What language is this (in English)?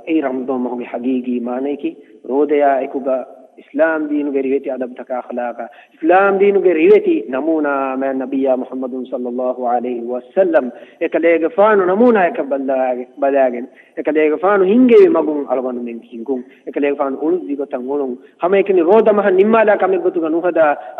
Divehi